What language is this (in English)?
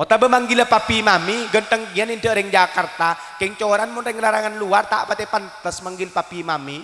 Madurese